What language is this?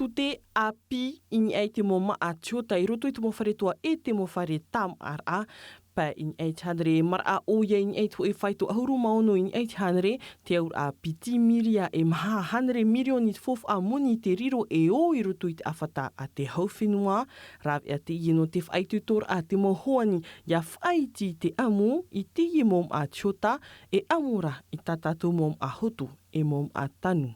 Tahitian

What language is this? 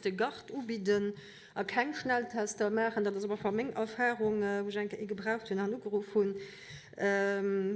Luxembourgish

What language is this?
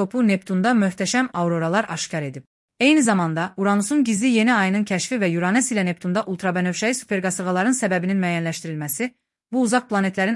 Azerbaijani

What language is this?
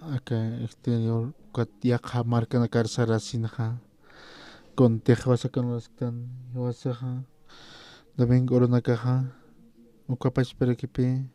Aymara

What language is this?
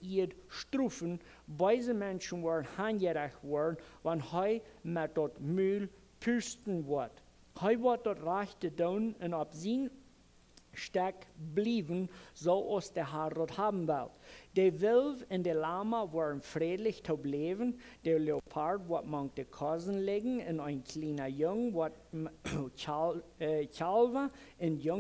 Plautdietsch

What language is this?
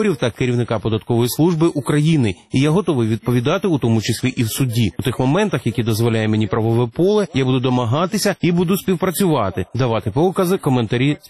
Ukrainian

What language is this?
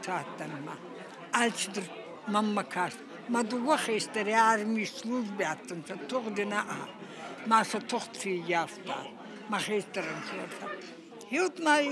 Ossetic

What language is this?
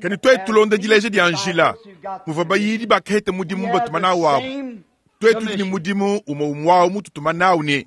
Luba-Lulua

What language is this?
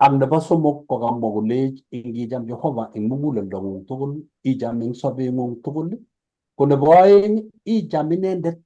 Kalenjin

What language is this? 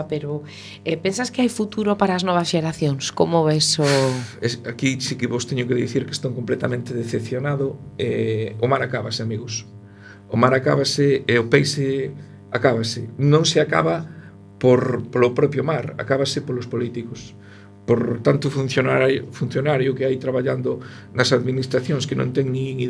Galician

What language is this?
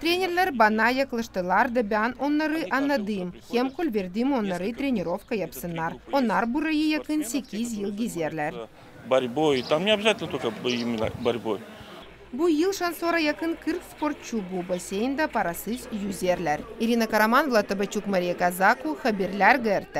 Gagauz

